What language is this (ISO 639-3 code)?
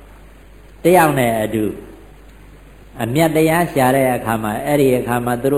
mya